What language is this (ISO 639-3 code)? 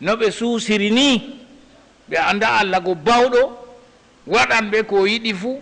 ful